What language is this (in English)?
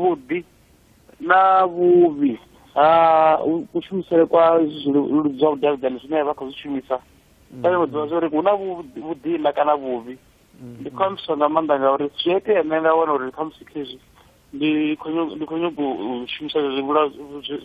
Venda